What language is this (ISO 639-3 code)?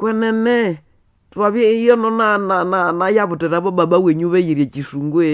nnb